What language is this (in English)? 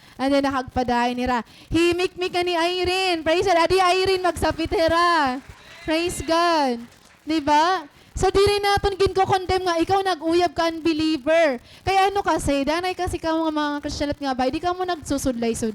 Waray